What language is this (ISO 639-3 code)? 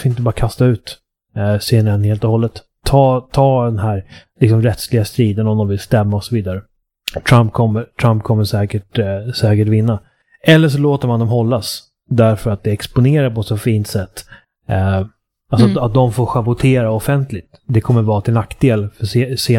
swe